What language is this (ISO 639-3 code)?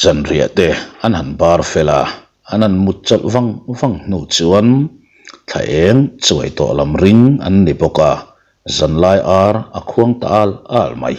lus